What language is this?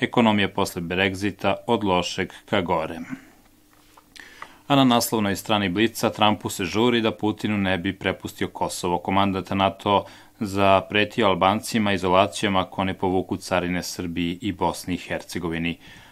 Serbian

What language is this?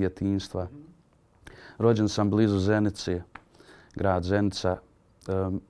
Bosnian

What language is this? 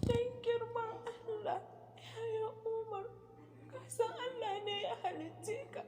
Hausa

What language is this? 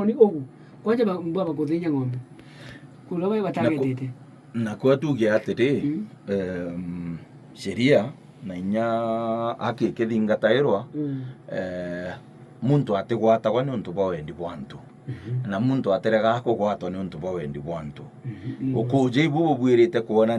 Meru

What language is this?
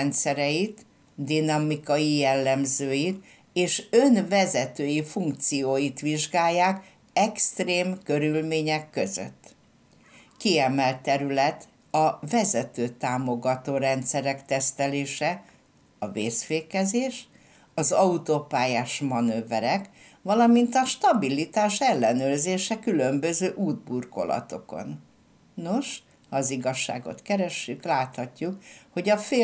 Hungarian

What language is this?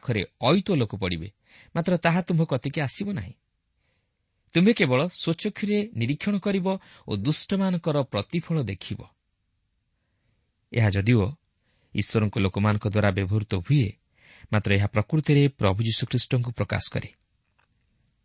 Odia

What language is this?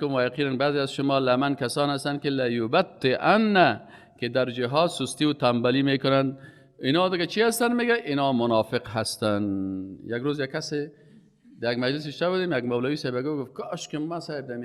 Persian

